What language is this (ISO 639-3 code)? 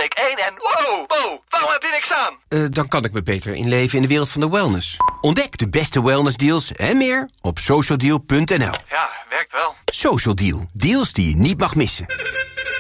nld